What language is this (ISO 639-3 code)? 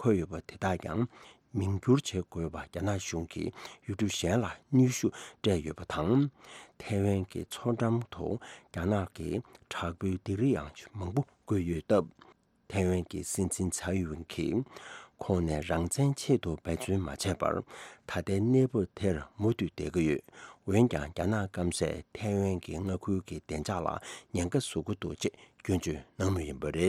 bod